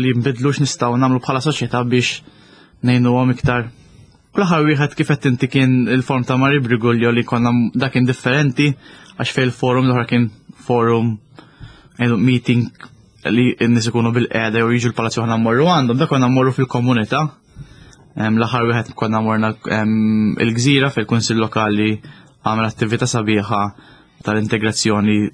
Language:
Maltese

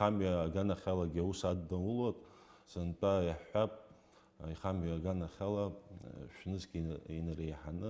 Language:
Abkhazian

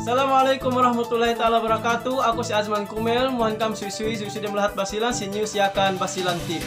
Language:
Yakan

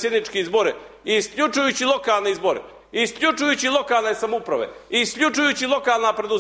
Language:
Croatian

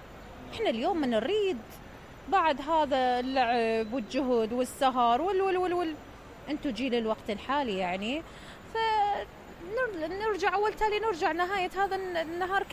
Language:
Mesopotamian Arabic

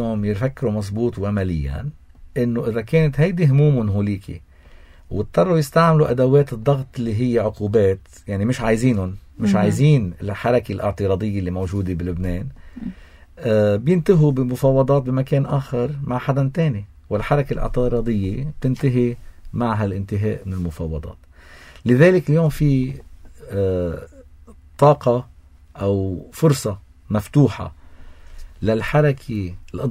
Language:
North Levantine Arabic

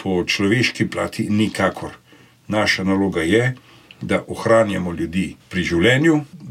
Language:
Slovenian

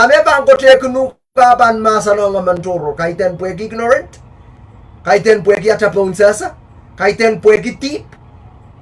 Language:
Pohnpeian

